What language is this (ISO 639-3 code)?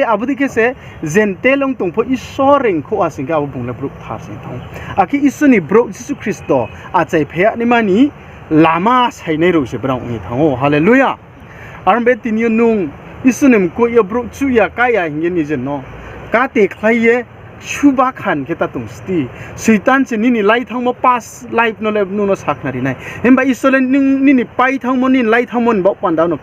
ria